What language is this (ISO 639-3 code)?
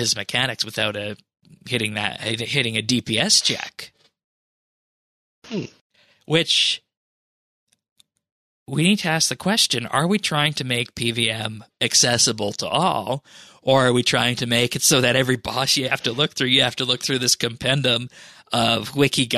eng